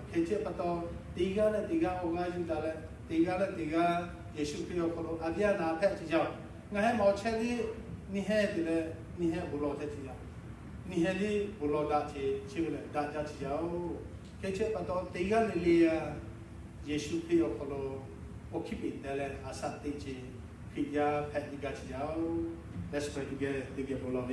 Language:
Lahu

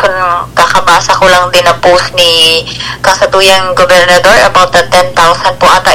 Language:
Bikol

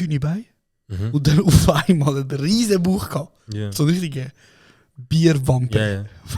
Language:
Swiss German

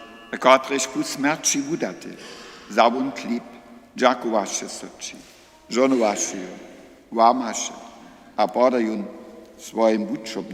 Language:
Upper Sorbian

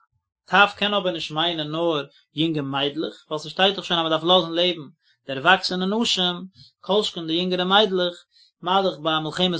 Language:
Yiddish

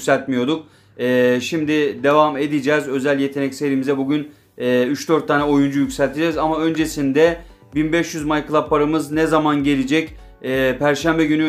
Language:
Turkish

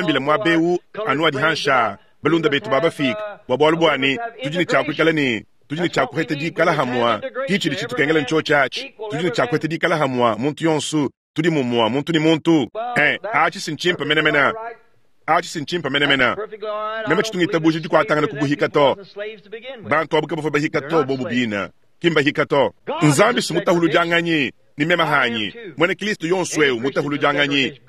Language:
Luba-Lulua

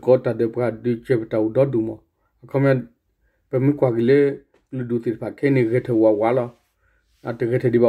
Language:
S'gaw Karen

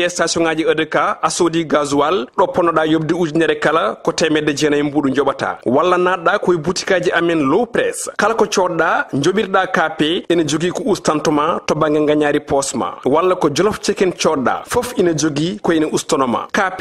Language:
Fula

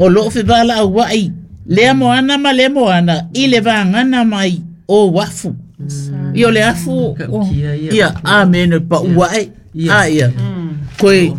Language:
Samoan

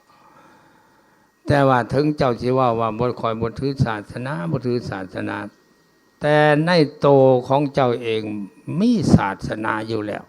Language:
Lao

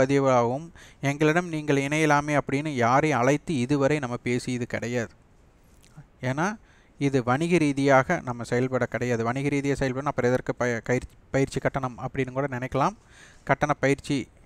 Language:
Tamil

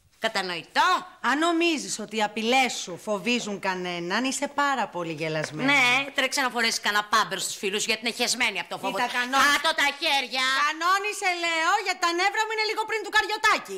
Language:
Greek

